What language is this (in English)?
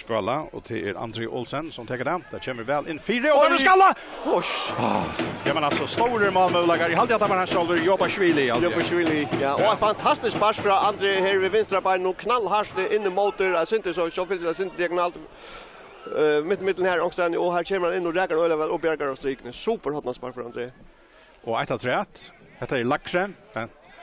Faroese